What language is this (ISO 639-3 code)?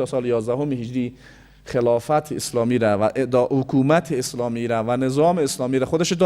fas